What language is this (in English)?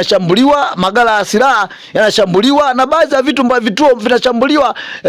Swahili